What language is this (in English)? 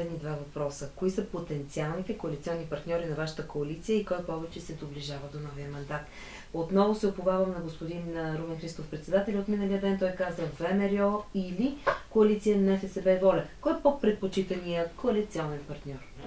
Bulgarian